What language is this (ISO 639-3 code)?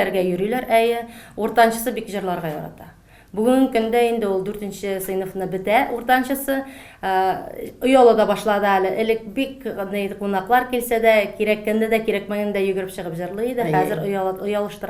tat